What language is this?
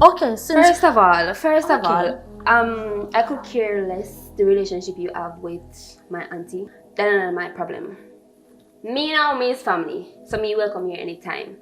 Jamaican Creole English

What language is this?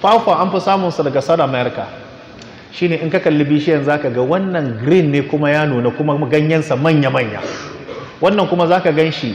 Hausa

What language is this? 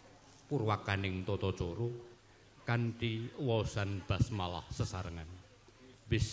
Javanese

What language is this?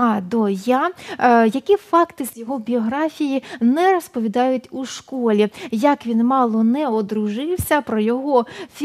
Ukrainian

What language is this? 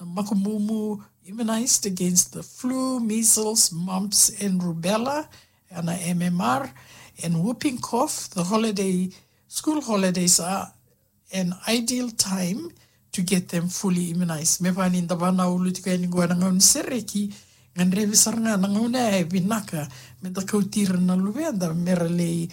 Fijian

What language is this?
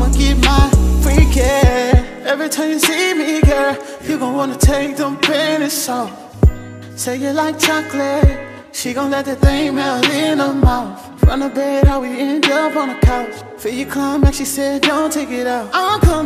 English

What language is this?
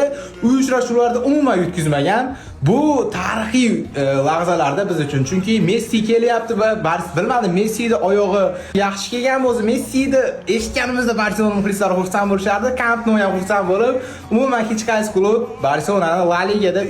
Uzbek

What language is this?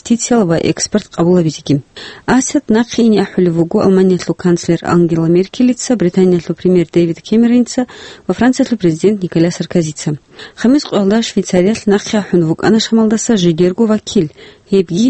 Avaric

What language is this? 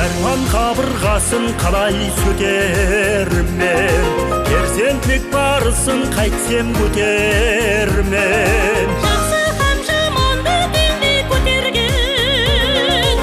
Kara-Kalpak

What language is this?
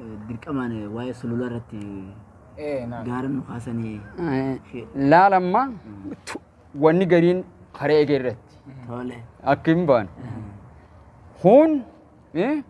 Oromo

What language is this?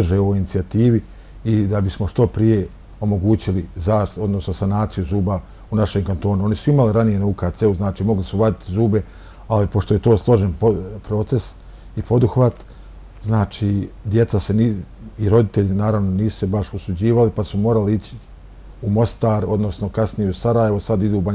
Bosnian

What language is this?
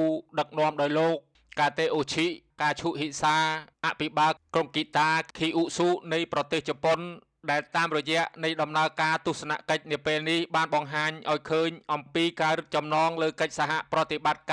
Khmer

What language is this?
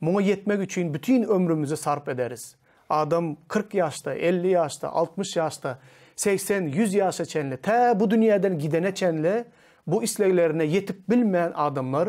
Turkmen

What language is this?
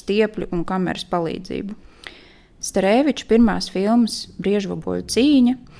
Latvian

